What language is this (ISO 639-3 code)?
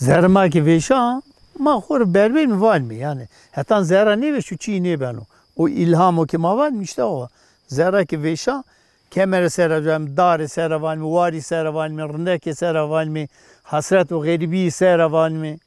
zza